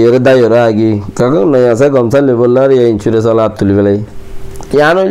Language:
Rohingya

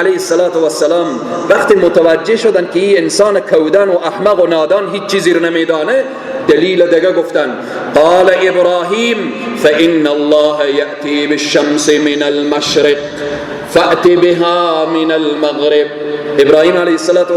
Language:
Persian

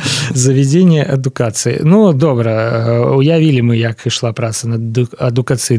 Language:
Belarusian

